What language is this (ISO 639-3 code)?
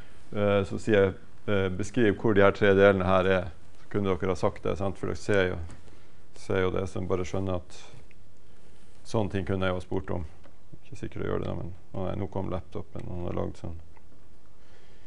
nor